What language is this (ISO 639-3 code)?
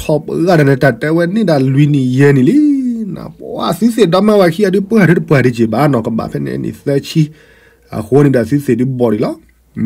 ksw